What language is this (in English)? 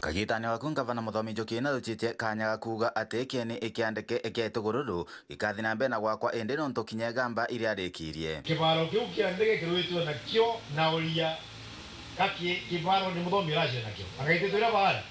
Meru